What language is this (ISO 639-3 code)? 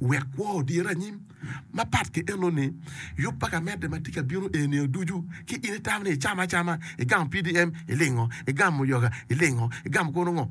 ach